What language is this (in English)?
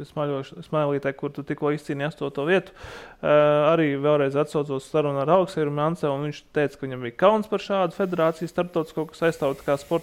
Latvian